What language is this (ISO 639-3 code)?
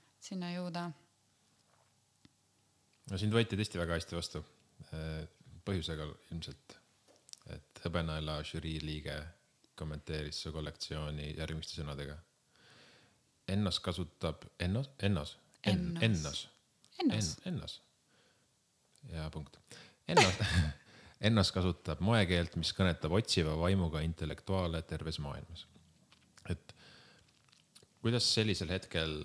est